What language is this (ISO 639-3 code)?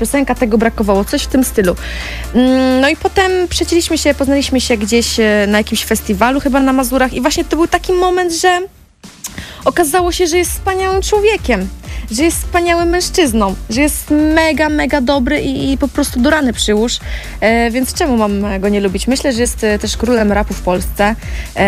pol